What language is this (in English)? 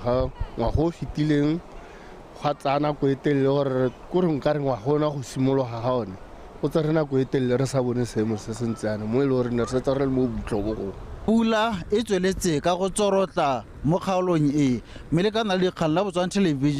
Tswana